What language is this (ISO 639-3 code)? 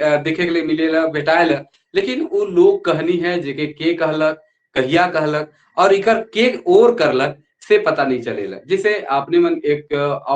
sck